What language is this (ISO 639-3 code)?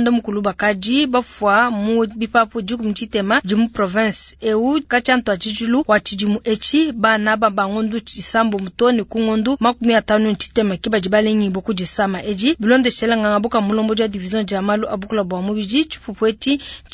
lua